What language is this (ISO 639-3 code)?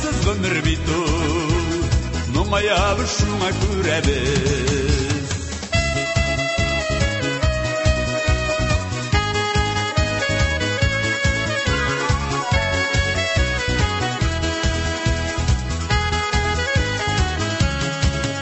tat